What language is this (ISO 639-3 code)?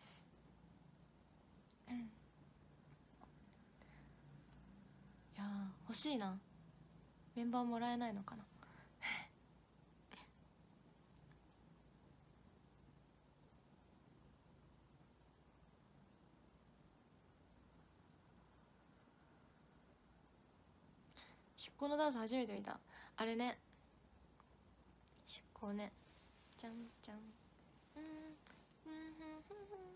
jpn